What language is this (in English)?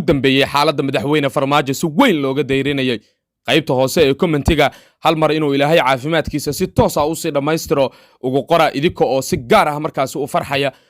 Somali